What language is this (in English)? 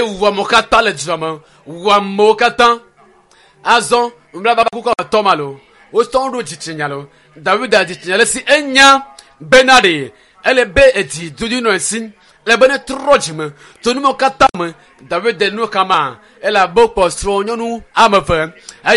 Ewe